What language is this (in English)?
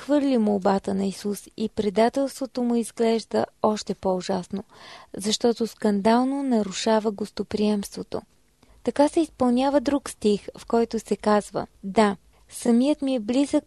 Bulgarian